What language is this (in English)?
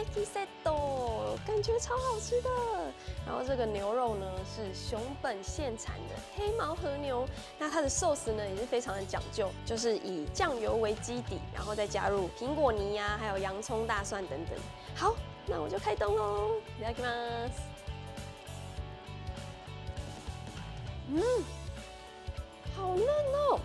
Chinese